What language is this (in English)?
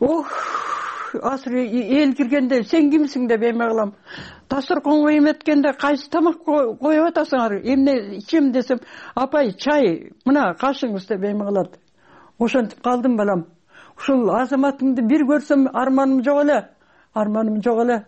Kyrgyz